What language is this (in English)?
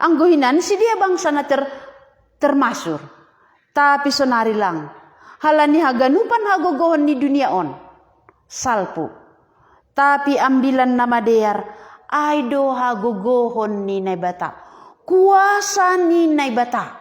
Batak Simalungun